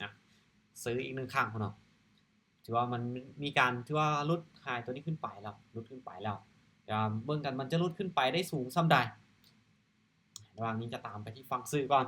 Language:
Lao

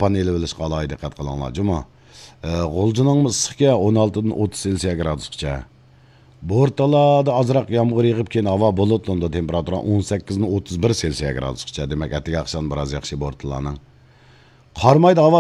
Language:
Uyghur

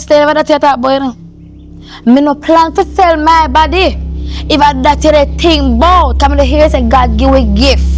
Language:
Jamaican Creole English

